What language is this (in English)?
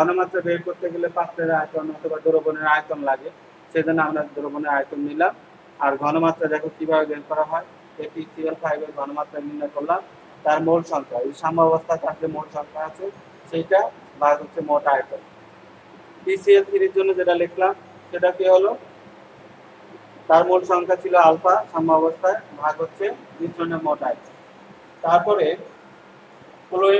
Bangla